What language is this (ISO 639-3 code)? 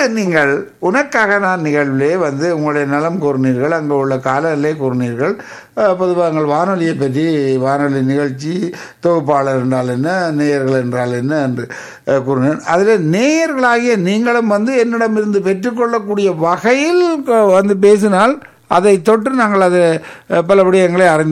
tam